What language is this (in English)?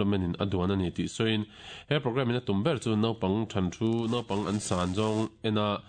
Mizo